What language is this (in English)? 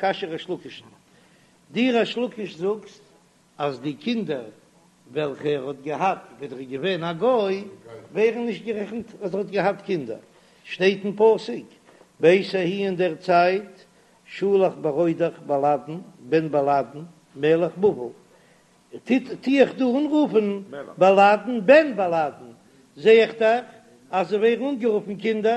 Yiddish